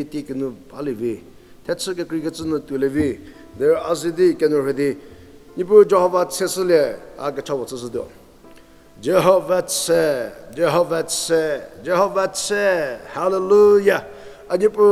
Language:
Angami Naga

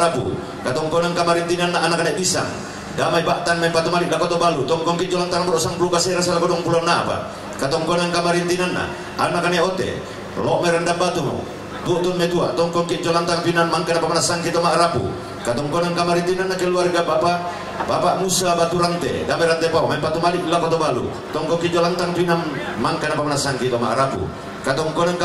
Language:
Toraja-Sa'dan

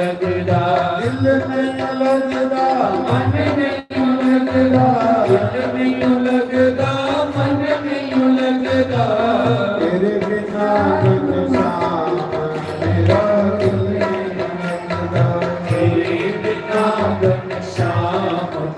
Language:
Dogri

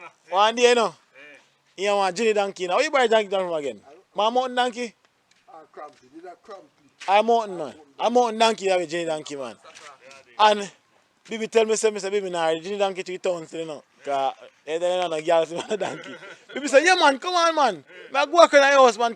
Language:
Jamaican Creole English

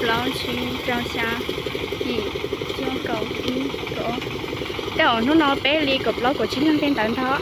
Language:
Hmong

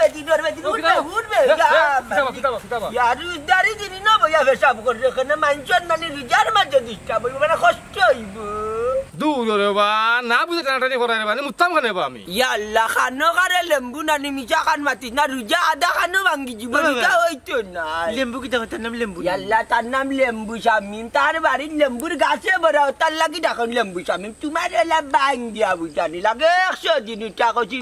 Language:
Sylheti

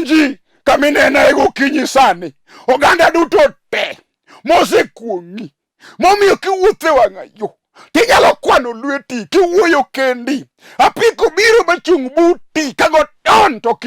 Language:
Luo (Kenya and Tanzania)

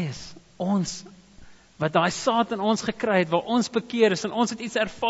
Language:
Afrikaans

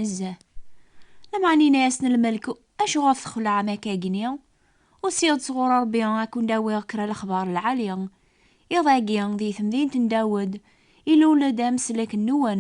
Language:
Kabyle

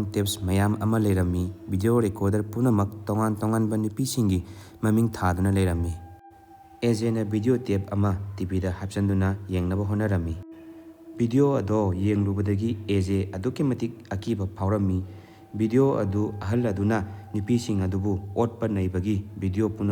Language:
Manipuri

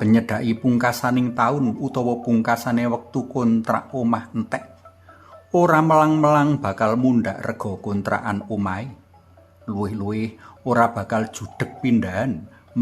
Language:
Javanese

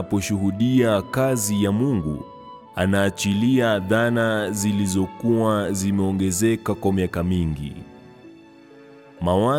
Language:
Swahili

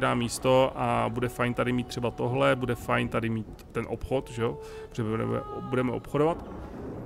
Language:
Czech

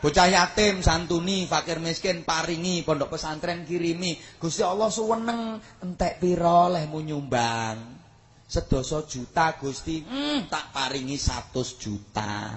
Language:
Javanese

